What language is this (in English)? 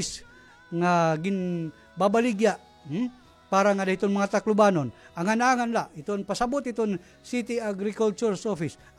Waray